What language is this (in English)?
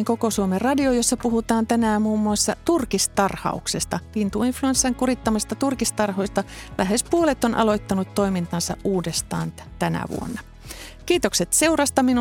Finnish